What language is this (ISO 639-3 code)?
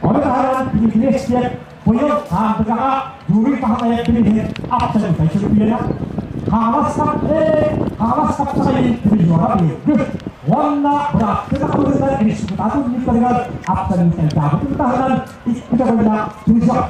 sah